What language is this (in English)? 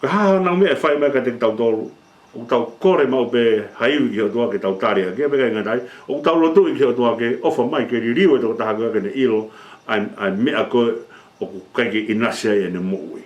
Tongan